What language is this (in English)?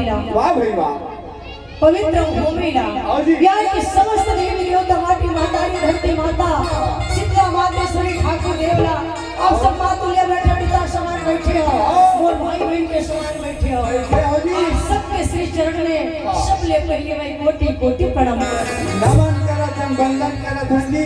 Chhattisgarhi